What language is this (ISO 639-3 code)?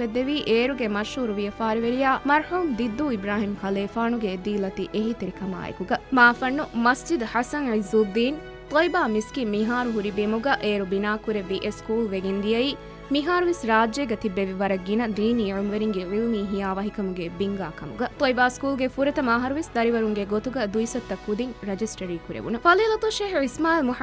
div